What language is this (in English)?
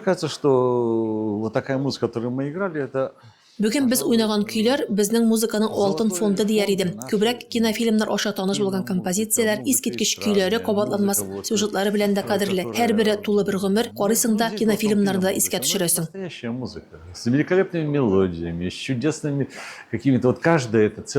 Tatar